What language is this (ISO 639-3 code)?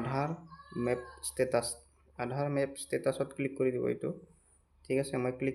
asm